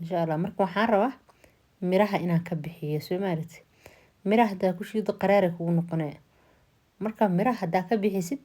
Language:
Somali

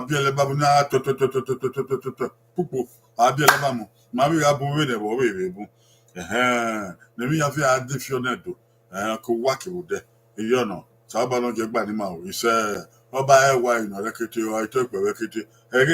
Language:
Bini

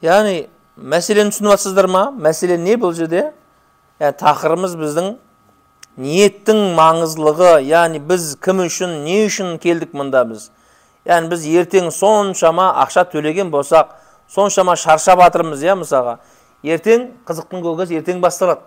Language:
Kazakh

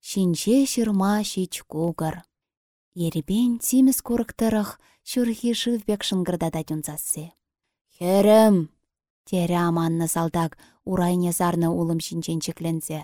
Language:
Chuvash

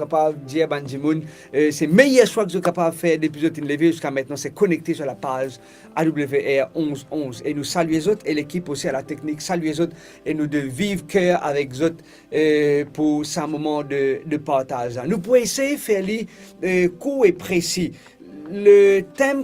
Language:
Morisyen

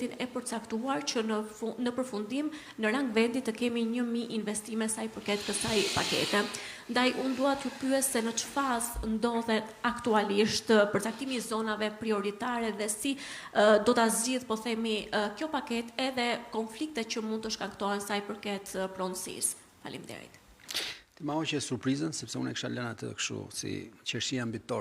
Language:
Albanian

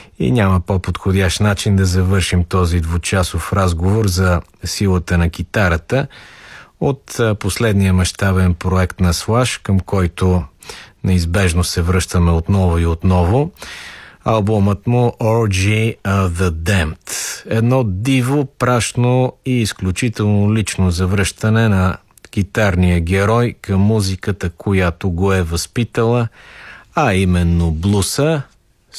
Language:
Bulgarian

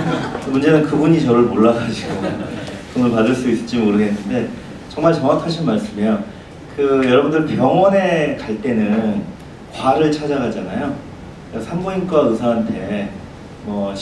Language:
Korean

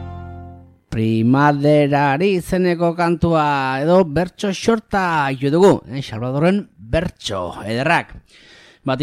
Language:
Basque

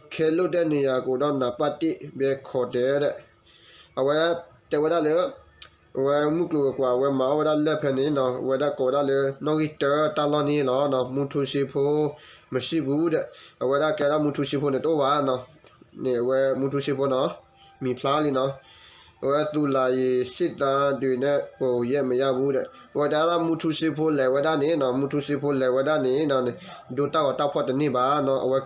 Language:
S'gaw Karen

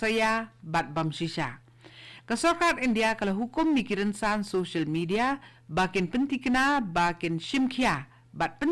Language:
Khasi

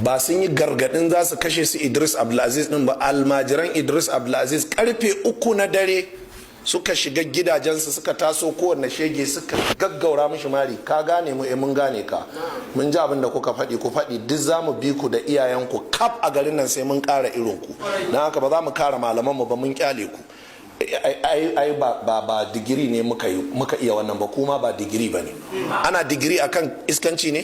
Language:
Hausa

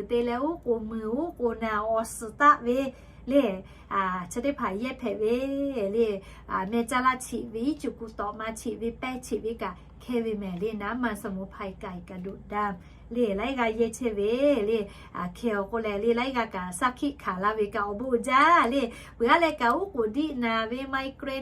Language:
Lahu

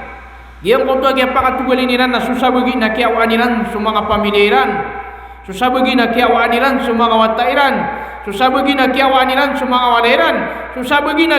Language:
Maranao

